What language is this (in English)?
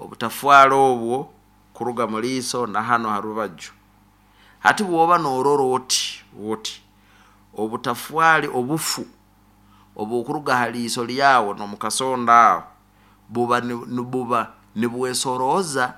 Nyoro